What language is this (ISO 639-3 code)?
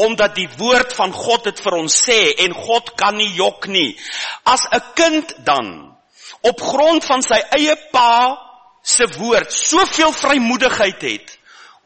afr